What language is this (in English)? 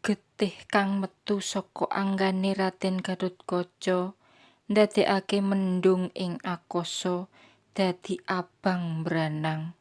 Javanese